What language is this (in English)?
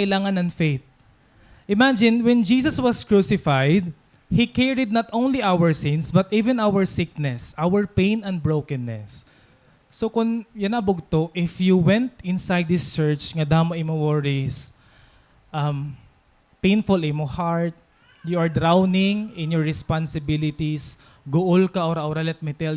Waray